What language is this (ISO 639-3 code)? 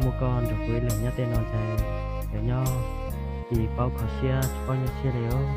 hmn